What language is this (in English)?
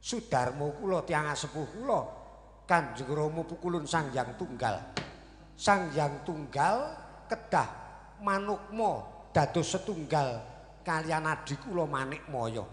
Javanese